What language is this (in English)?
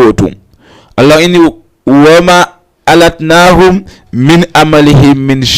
Fula